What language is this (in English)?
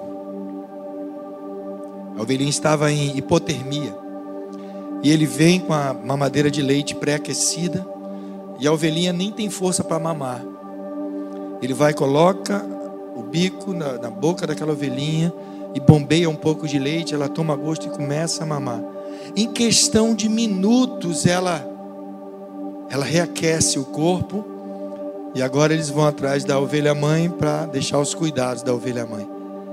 Portuguese